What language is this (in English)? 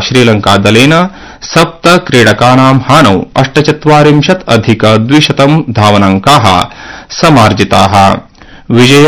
Sanskrit